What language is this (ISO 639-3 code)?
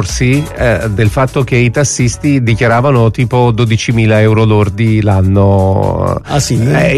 ita